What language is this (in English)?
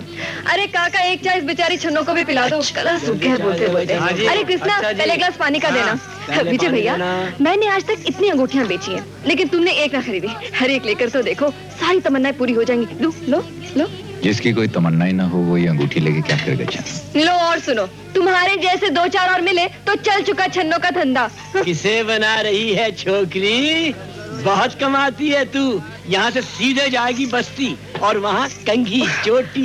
Hindi